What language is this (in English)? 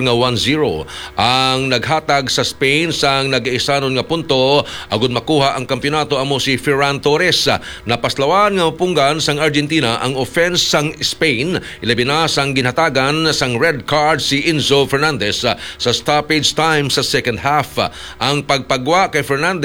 Hiligaynon